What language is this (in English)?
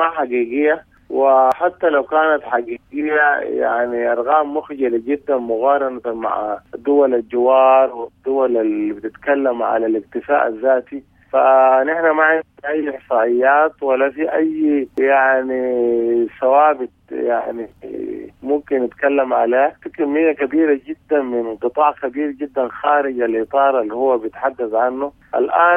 Sudanese Arabic